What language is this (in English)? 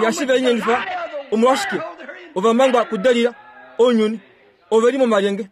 Kuanyama